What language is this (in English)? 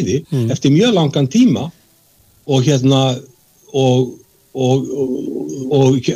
Icelandic